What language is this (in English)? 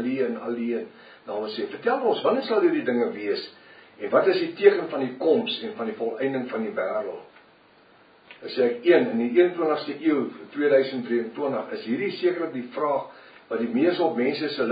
Afrikaans